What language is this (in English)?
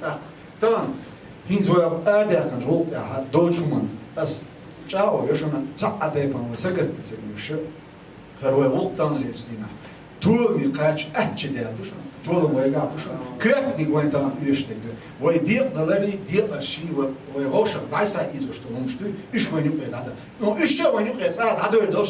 Chechen